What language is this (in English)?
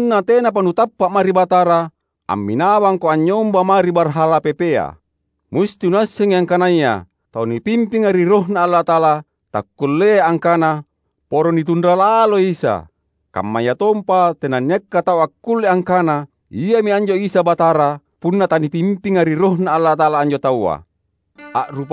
Makasar